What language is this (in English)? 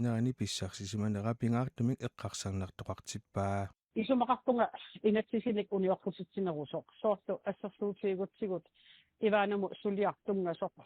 Kalaallisut